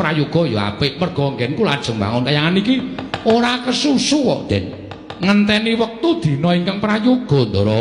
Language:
Javanese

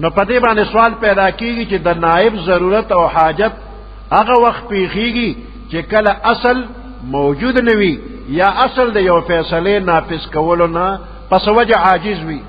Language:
Pashto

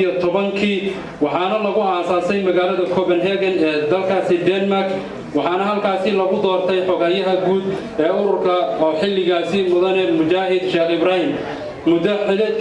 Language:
Somali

